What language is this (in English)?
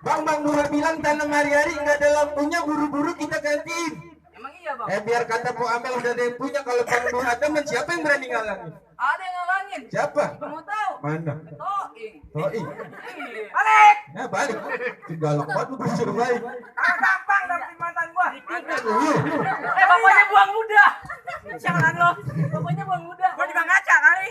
Betawi